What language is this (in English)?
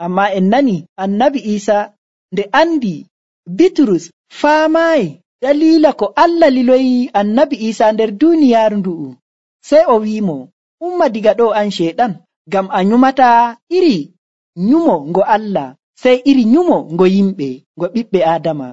Nigerian Fulfulde